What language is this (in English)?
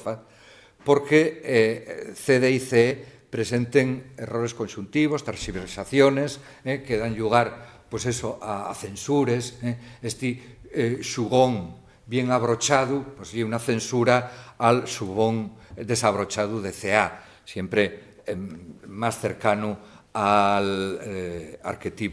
Asturian